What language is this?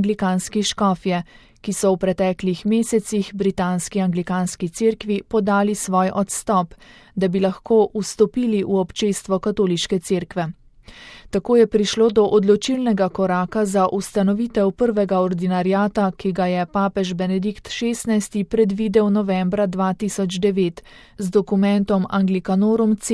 Slovenian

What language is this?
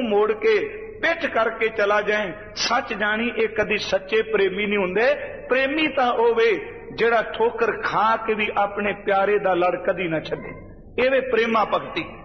Punjabi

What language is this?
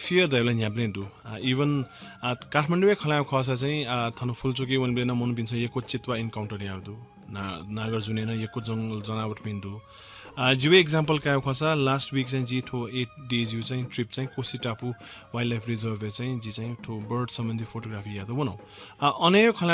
Newari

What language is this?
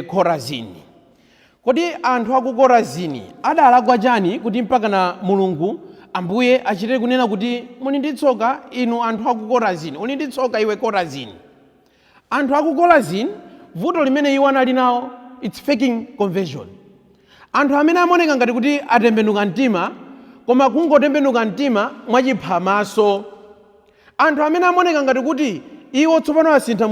Nyanja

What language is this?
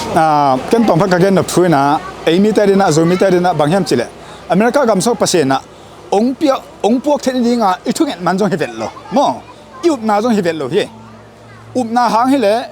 Tedim Chin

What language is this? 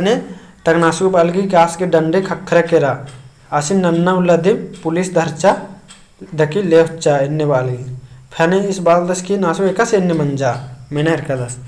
Kurukh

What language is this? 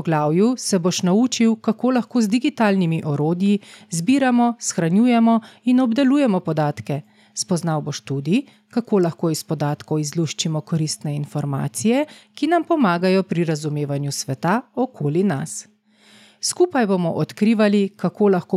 Slovenian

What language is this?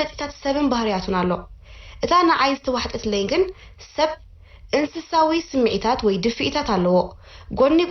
Tigrinya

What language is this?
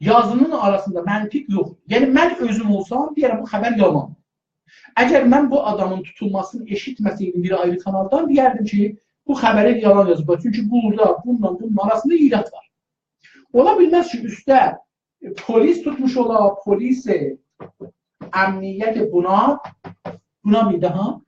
South Azerbaijani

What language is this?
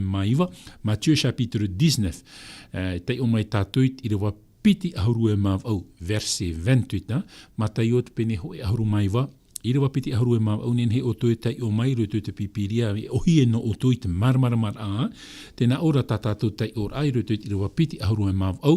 Tahitian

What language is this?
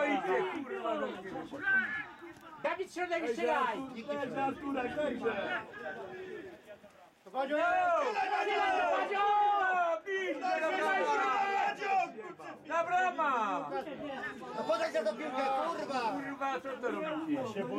Polish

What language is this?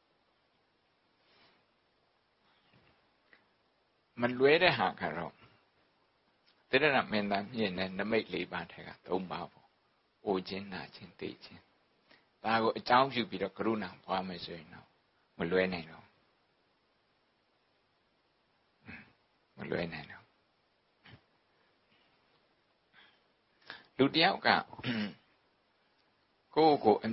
Burmese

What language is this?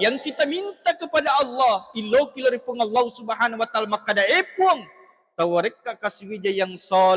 Buginese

